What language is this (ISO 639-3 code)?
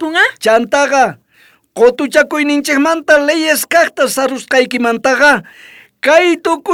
quh